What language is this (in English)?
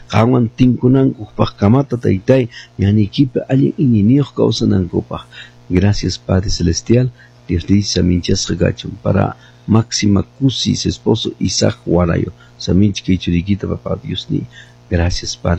Quechua